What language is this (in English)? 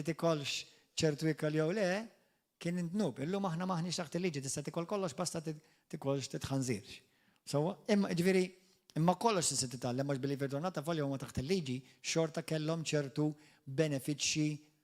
Maltese